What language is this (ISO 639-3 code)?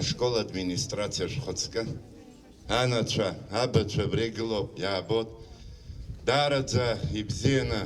abk